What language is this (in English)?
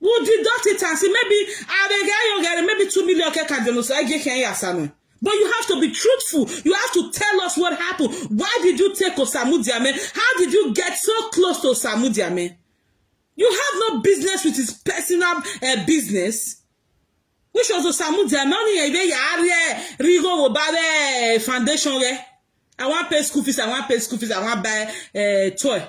Nigerian Pidgin